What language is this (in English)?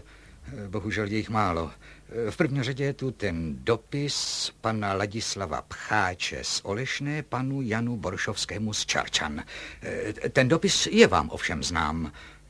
Czech